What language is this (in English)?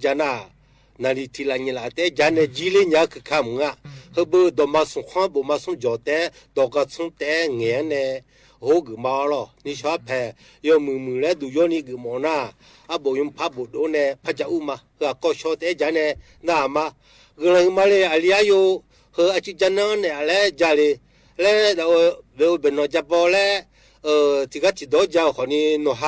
Akha